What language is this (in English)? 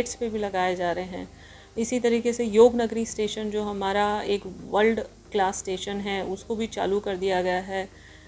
Hindi